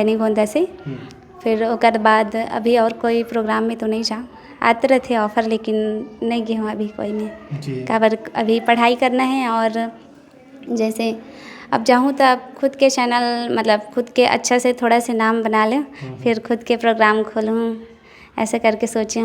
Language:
Chhattisgarhi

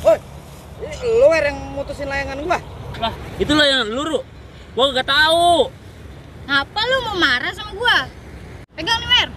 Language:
Betawi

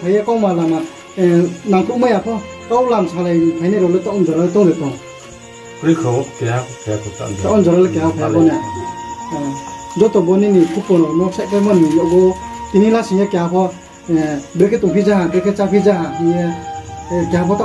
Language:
Riang (India)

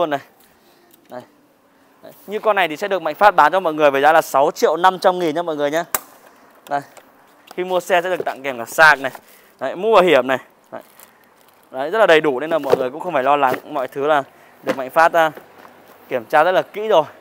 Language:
Vietnamese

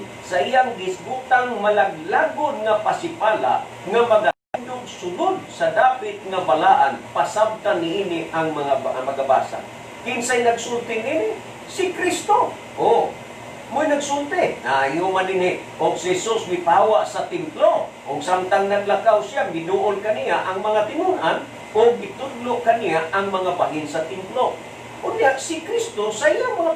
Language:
Cebuano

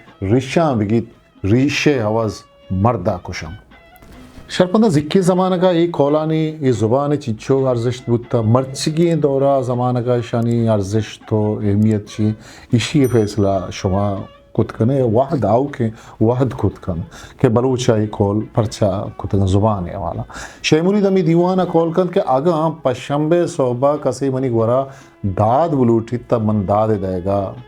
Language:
Eastern Balochi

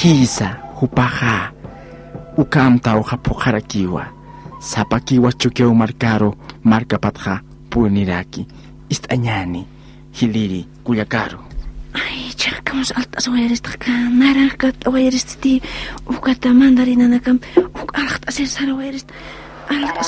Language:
Aymara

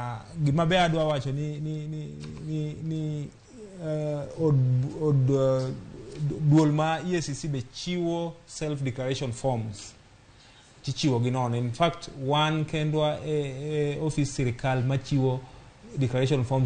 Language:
Luo (Kenya and Tanzania)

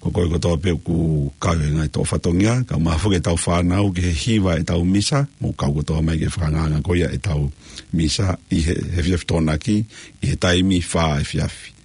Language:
Tongan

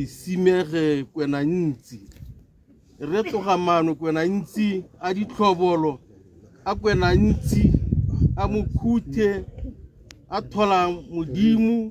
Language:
Tswana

